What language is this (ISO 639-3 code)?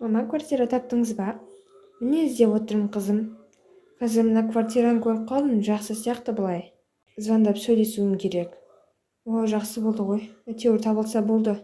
kaz